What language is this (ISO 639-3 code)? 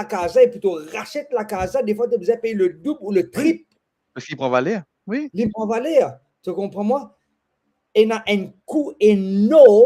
mfe